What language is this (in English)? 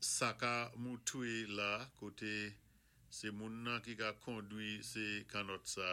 Saint Lucian Creole French